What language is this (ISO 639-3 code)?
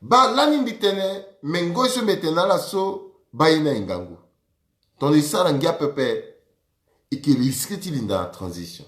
sag